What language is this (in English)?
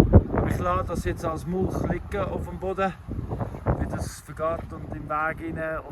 Swiss German